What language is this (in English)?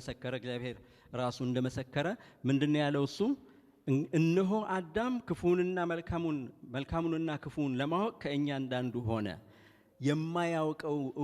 Amharic